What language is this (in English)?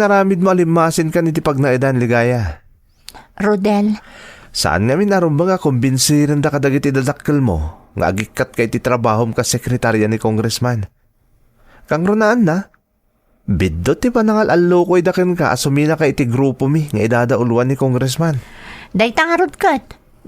Iloko